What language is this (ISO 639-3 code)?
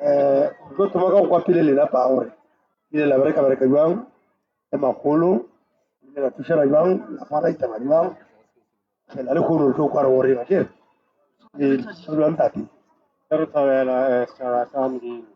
nso